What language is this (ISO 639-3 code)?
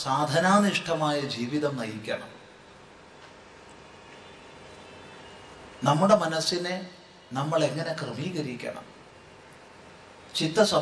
mal